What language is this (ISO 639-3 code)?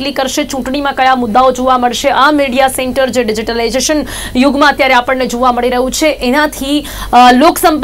guj